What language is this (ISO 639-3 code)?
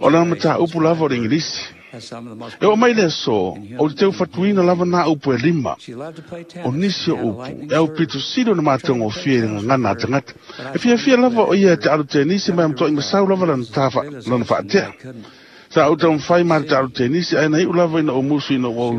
smo